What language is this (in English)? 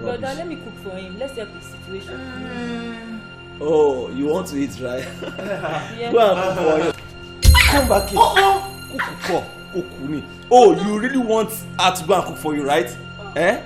Nigerian Pidgin